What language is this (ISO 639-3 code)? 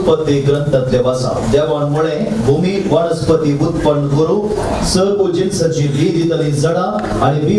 kok